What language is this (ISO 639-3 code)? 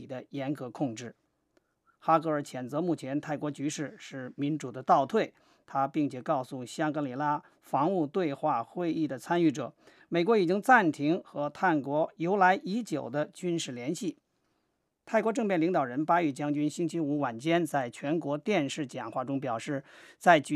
zho